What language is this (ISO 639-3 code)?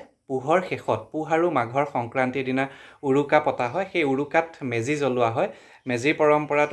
asm